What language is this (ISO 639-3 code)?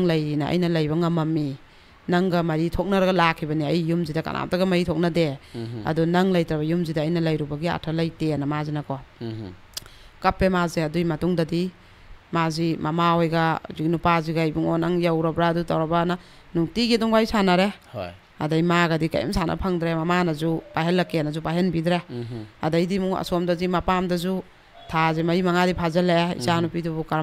mni